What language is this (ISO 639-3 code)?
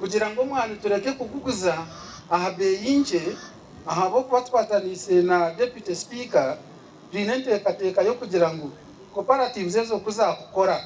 nyn